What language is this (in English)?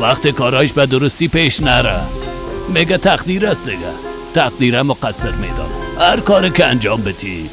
Persian